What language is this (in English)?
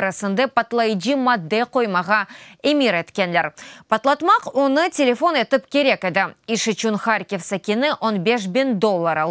Crimean Tatar